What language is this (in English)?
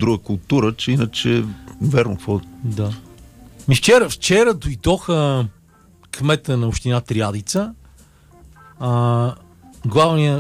Bulgarian